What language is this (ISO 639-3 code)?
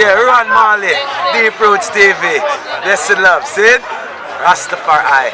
jam